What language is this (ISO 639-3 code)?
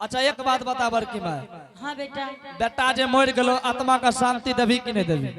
anp